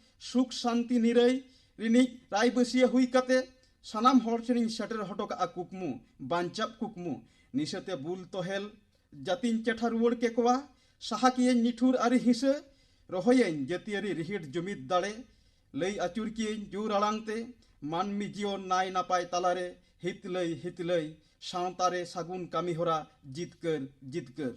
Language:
Santali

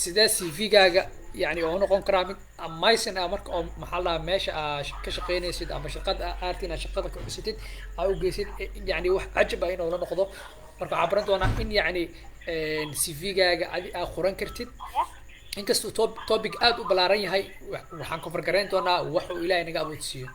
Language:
Somali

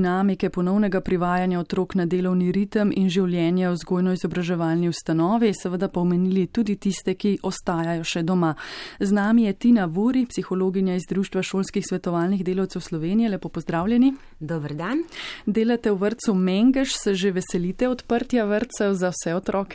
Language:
Slovenian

